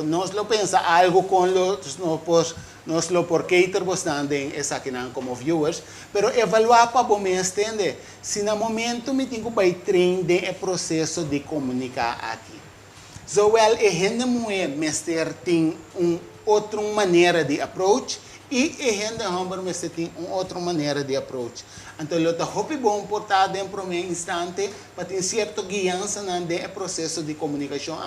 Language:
Papiamento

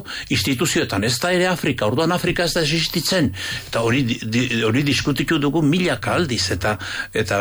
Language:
Basque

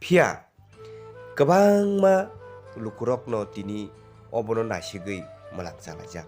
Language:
Kok Borok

